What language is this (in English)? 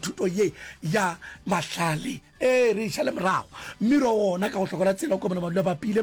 Northern Sotho